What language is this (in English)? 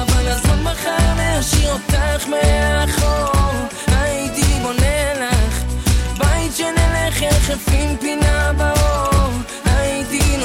Hebrew